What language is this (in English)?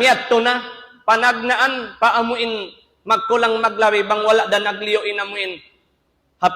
Tausug